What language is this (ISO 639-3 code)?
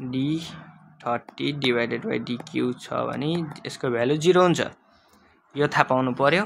nep